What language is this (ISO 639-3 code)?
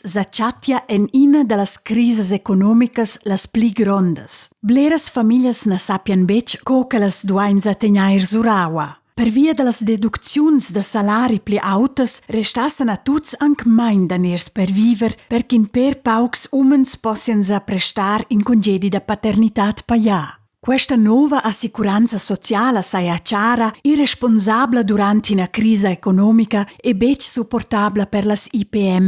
roh